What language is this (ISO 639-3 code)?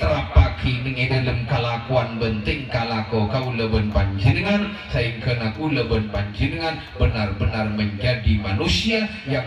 mad